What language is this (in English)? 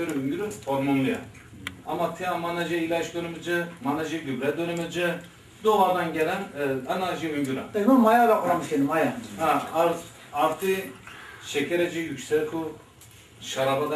Zaza